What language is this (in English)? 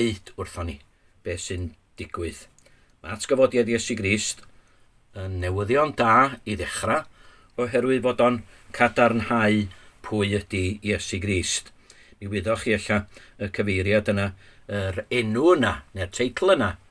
Welsh